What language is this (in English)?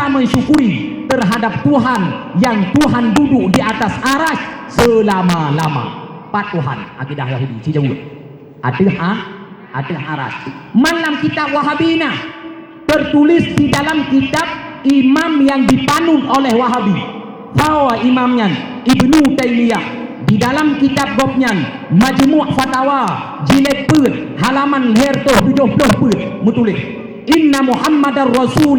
Achinese